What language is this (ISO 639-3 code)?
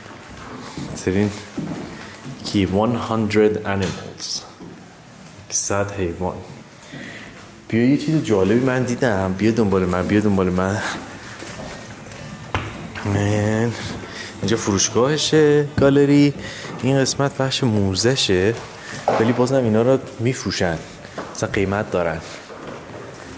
fas